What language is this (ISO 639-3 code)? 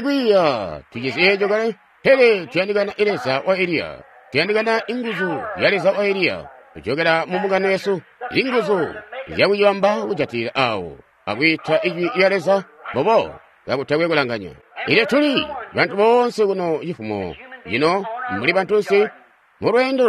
toi